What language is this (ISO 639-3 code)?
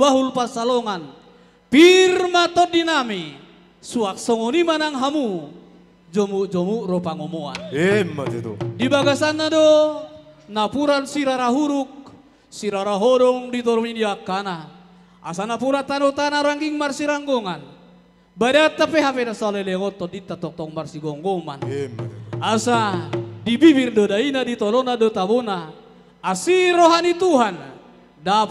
bbc